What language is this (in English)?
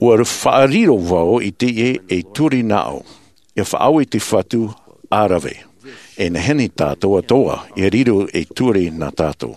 Tahitian